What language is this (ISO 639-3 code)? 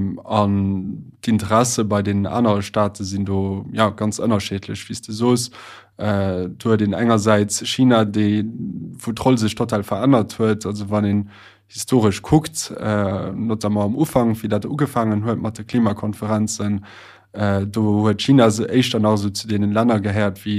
ltz